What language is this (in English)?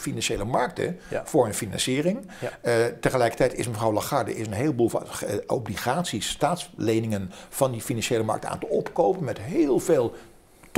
Dutch